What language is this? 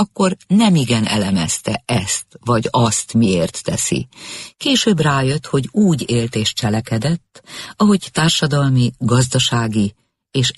Hungarian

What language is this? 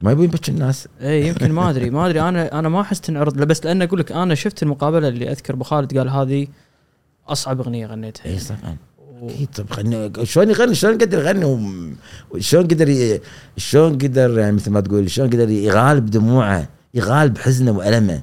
Gulf Arabic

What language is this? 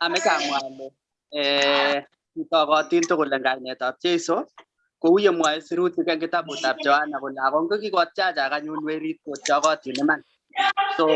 Kalenjin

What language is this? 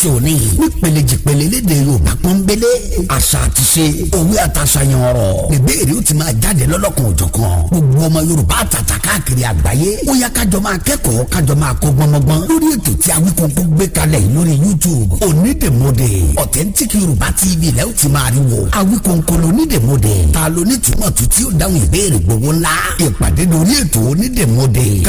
Yoruba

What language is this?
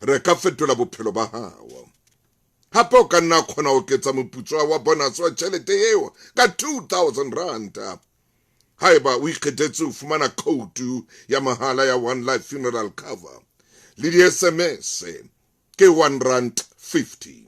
Southern Sotho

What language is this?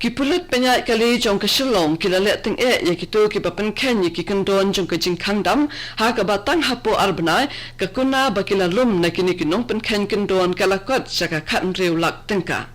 Khasi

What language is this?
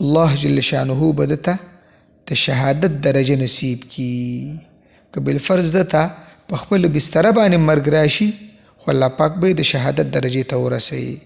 Pashto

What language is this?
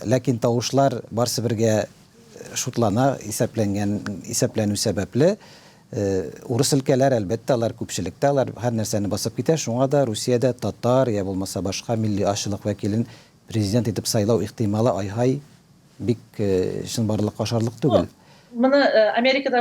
Tatar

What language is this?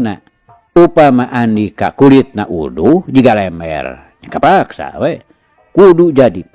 Sundanese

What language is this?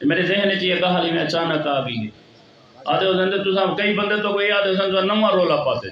Saraiki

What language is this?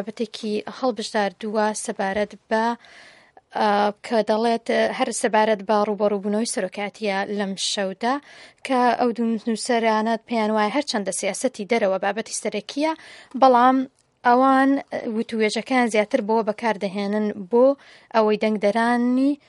Central Kurdish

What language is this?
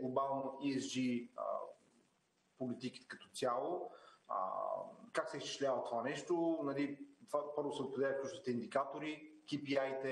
Bulgarian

